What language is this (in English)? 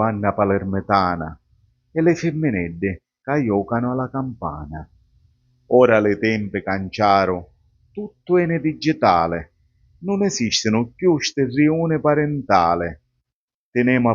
Sicilian